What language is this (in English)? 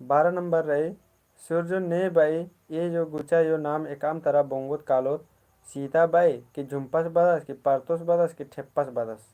Kurukh